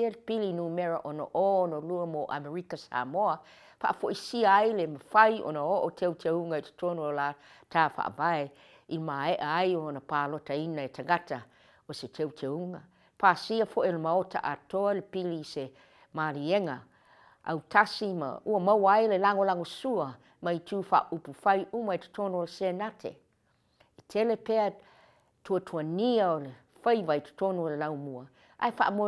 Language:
Samoan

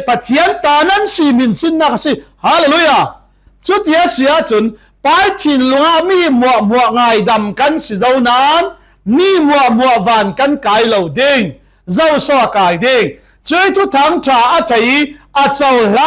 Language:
Falam Chin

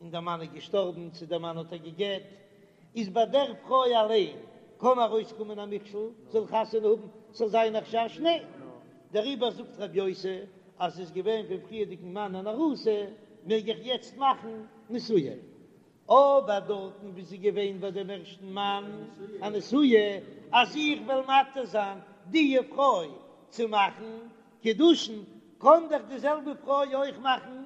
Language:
Yiddish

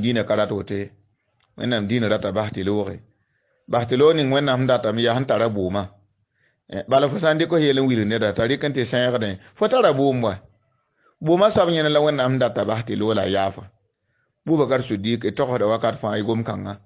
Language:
Mossi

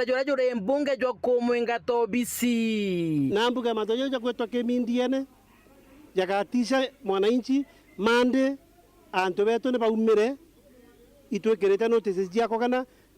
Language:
Meru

